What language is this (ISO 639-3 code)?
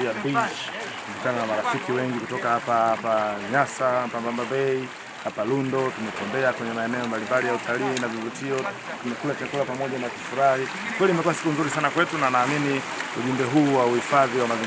swa